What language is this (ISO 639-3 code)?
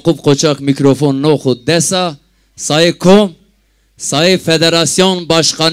zza